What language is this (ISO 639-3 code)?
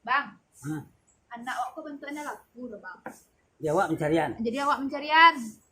min